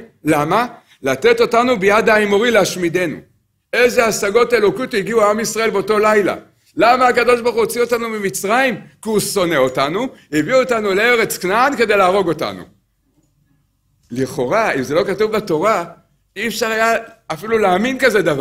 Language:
Hebrew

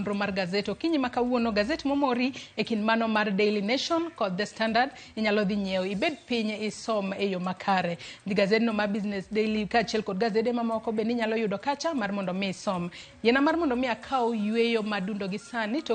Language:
Luo (Kenya and Tanzania)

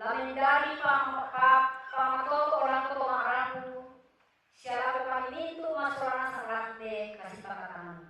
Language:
Toraja-Sa'dan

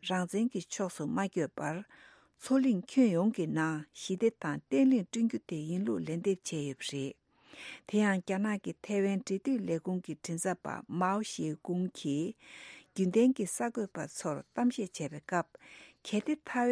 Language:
Tibetan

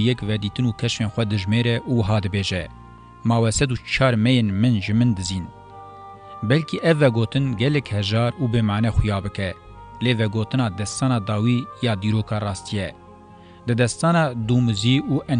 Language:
Kurdish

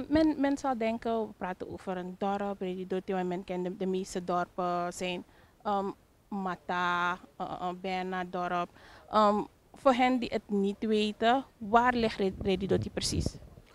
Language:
Dutch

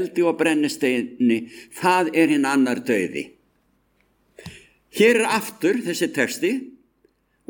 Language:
Icelandic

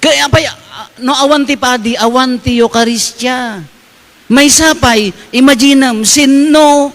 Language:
Iloko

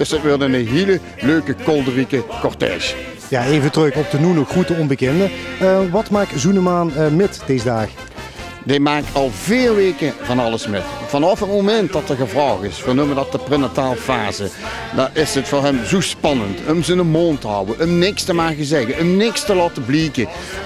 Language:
Limburgish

